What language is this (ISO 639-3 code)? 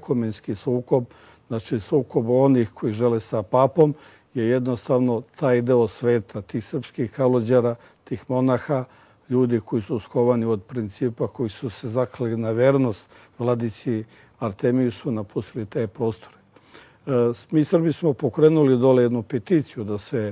srp